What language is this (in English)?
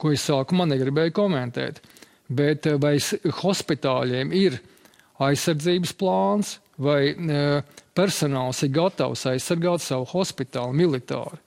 Latvian